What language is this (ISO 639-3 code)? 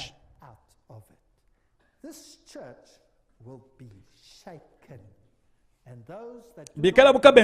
lua